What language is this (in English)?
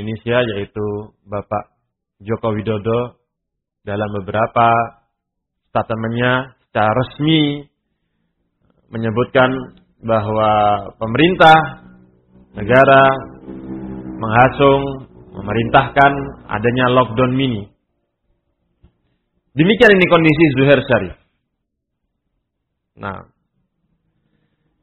Indonesian